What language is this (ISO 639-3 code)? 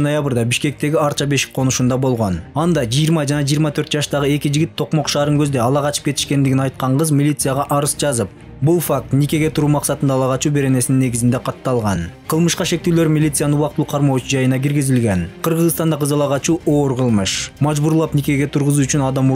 kir